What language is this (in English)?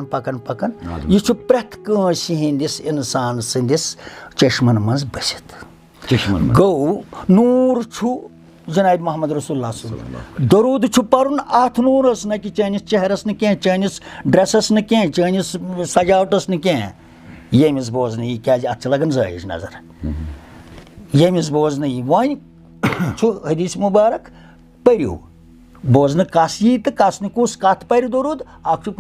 Kashmiri